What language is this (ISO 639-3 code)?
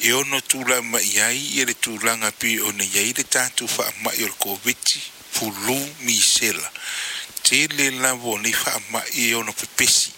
smo